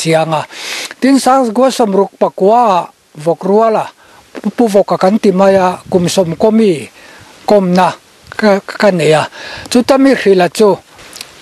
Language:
Mizo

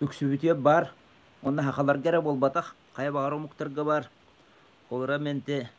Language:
Yakut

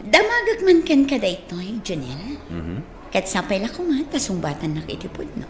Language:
Iloko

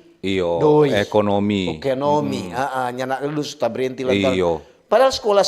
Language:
Manado Malay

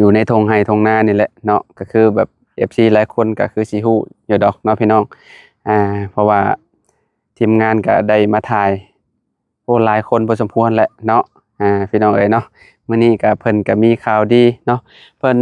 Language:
Lao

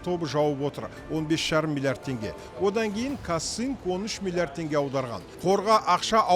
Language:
Kazakh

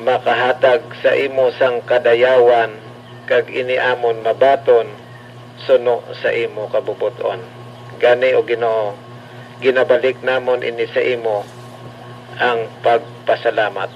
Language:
Hiligaynon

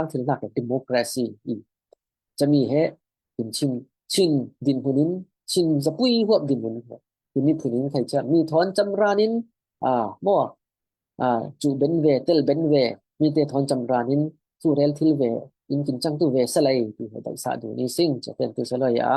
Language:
Falam Chin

